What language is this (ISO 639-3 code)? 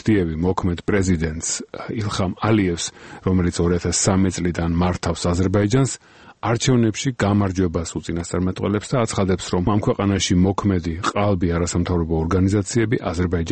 kat